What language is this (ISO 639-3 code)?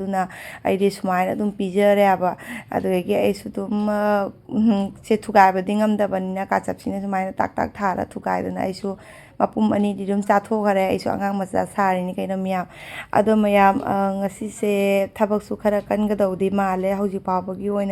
mni